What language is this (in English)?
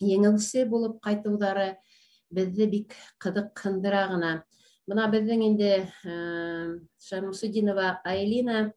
Bashkir